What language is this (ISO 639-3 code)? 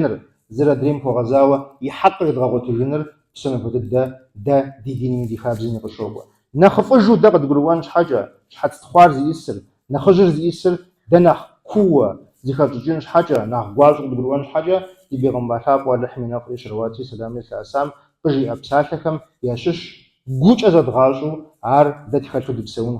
kbd